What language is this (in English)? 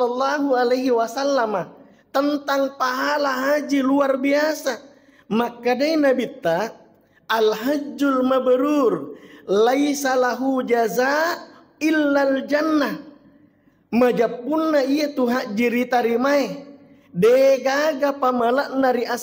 Buginese